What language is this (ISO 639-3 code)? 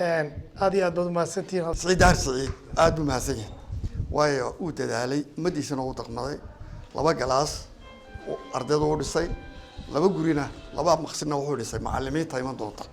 som